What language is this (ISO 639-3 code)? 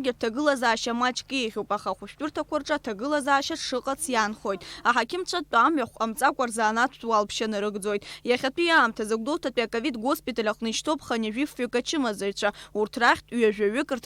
abk